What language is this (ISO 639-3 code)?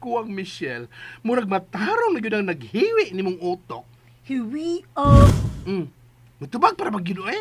ceb